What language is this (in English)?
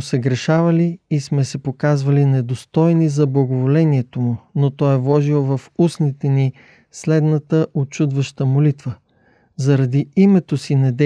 Bulgarian